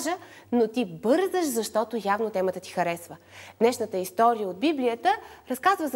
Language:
Bulgarian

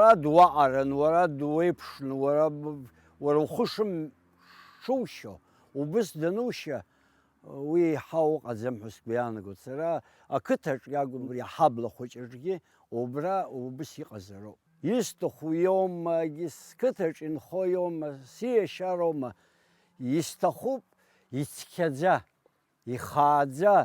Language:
Abkhazian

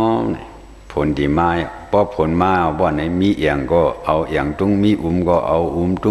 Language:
Shan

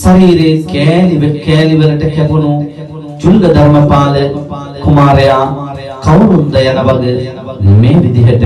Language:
Sinhala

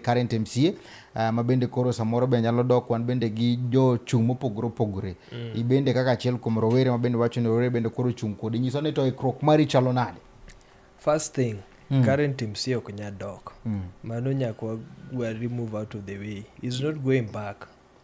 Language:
Luo (Kenya and Tanzania)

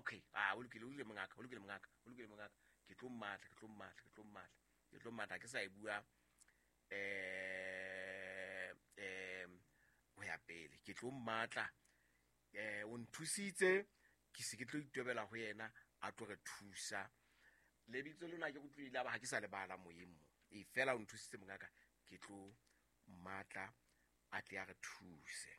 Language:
Southern Sotho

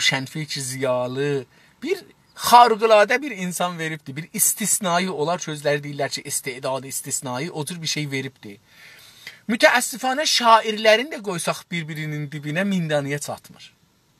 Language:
South Azerbaijani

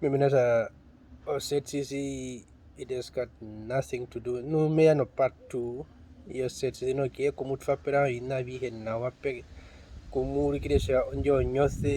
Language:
Herero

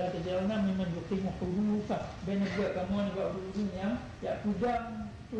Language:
Achinese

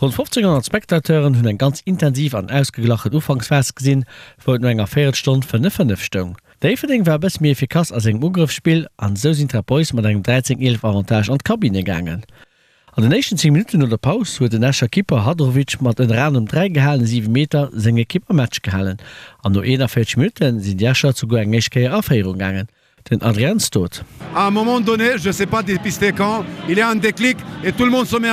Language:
Luxembourgish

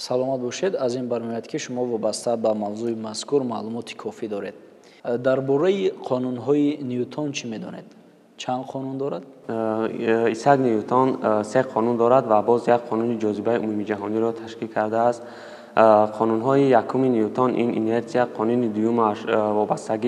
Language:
Tajik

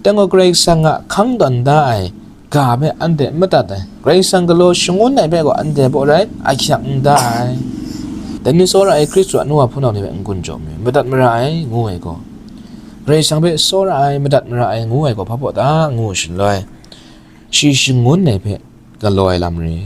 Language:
Kachin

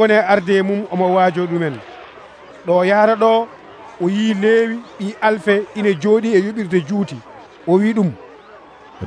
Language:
Nigerian Fulfulde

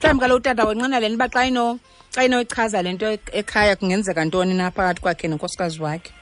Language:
Xhosa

